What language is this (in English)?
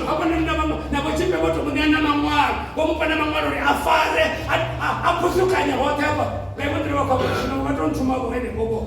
Venda